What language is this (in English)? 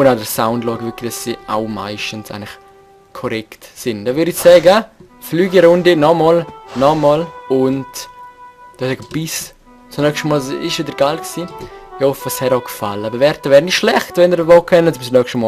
Swiss German